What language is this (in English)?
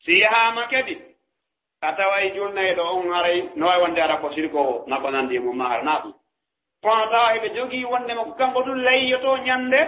Fula